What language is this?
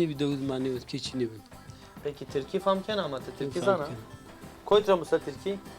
Zaza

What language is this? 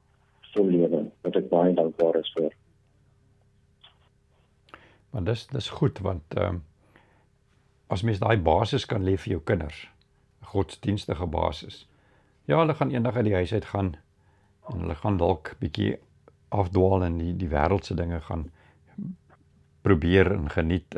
Afrikaans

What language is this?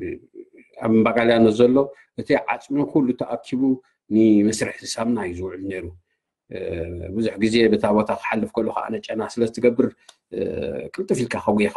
Tigrinya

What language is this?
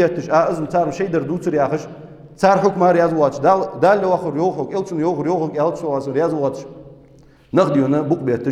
Ingush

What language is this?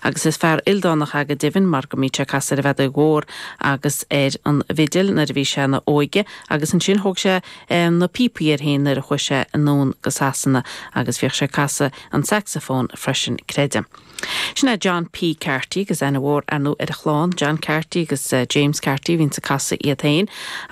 Irish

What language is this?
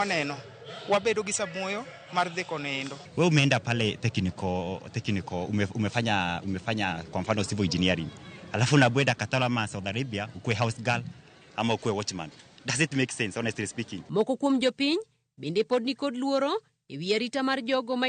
Luo (Kenya and Tanzania)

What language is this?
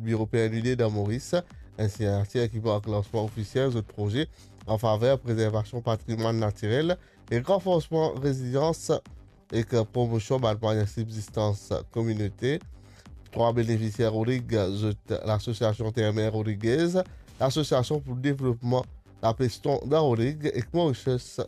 Morisyen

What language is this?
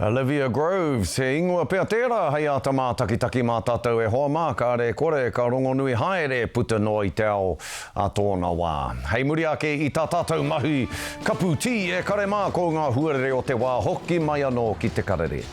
Māori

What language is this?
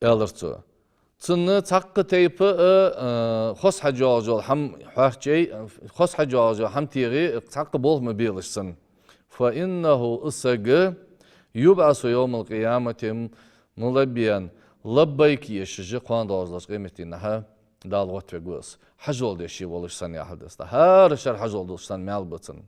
Ingush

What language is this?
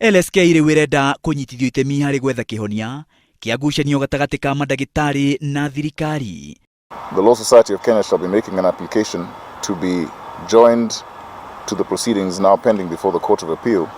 Kikuyu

